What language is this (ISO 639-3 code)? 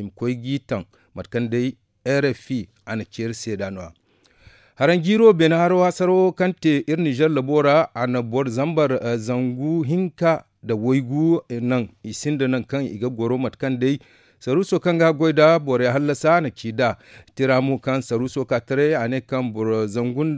dje